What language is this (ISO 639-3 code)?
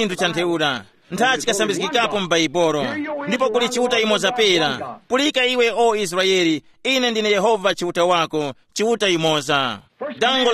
tum